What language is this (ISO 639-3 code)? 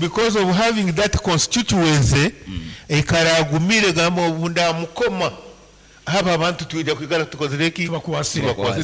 nyn